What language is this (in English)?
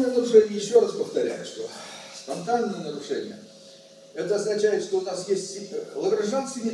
Russian